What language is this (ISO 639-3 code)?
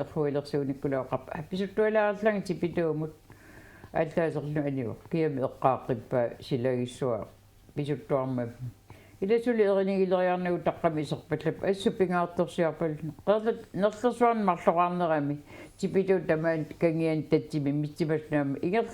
kal